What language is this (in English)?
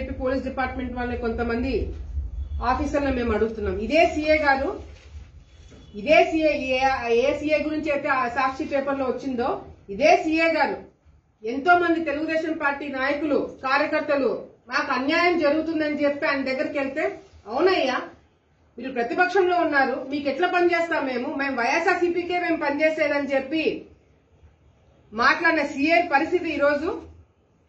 Telugu